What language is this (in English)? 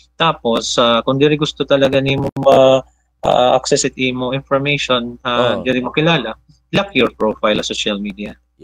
Waray